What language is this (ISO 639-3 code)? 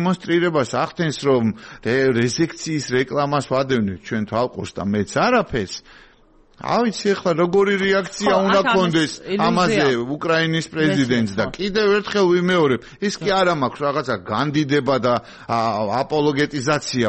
kat